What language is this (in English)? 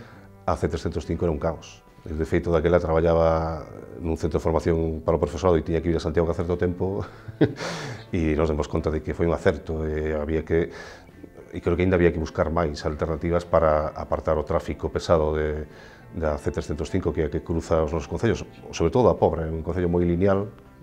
Galician